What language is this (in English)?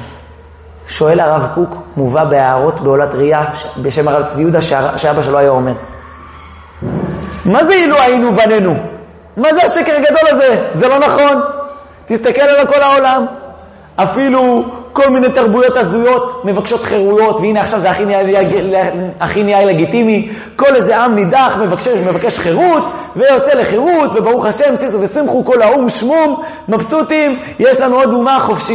Hebrew